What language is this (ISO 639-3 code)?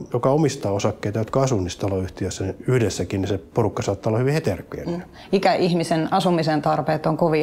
fin